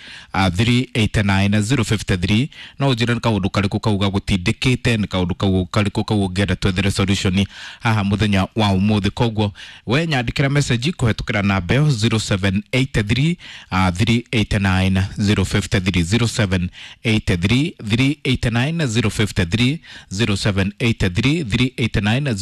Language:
Kikuyu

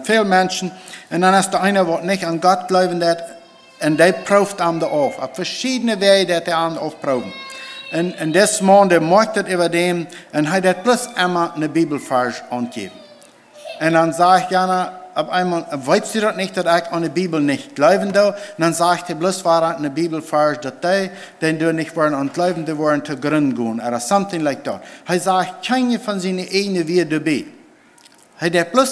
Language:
Plautdietsch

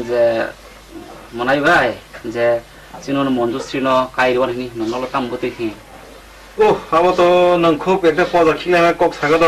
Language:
Kok Borok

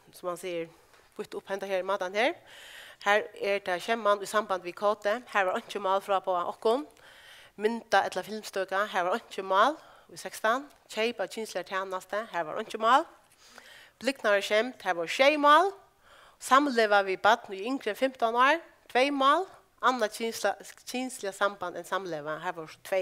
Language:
Faroese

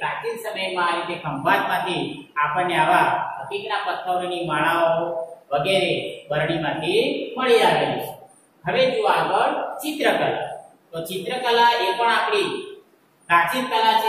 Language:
Gujarati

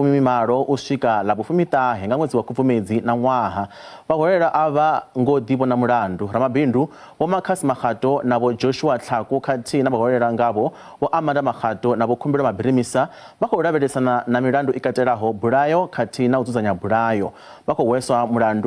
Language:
Venda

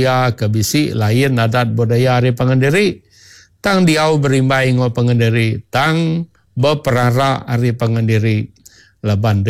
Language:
Iban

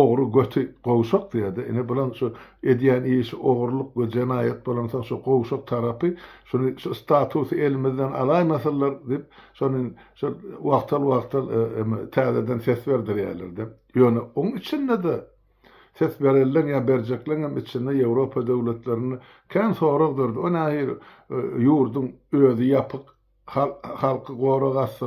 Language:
Turkmen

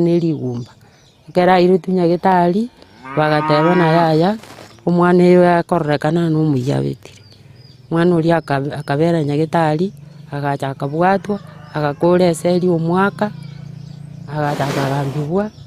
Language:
Gusii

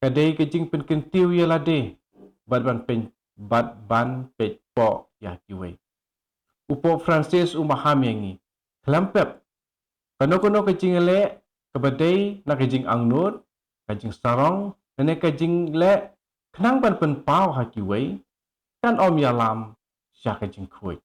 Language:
Khasi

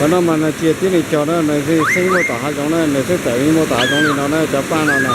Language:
Hmong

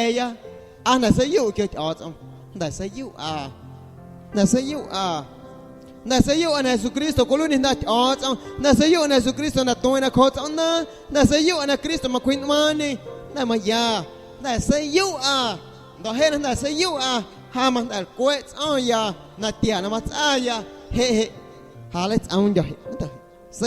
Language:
Guerrero Amuzgo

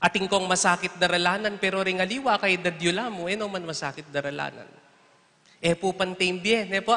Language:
Pampanga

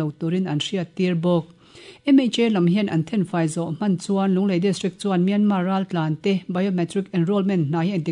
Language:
Mizo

